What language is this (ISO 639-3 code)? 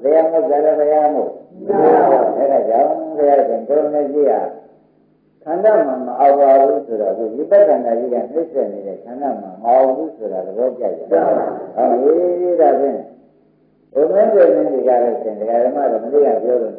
mya